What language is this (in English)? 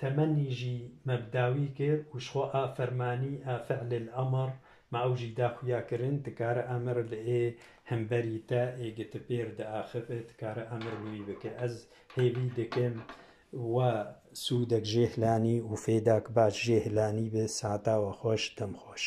Kurdish